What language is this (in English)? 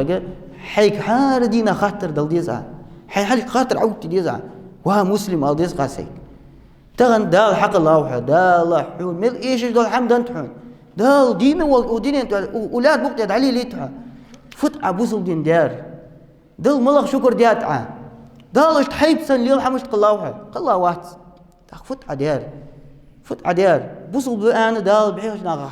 Ingush